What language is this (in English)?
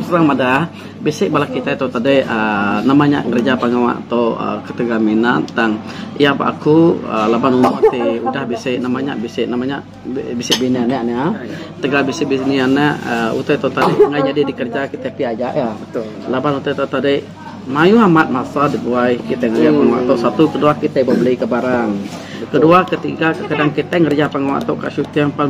Iban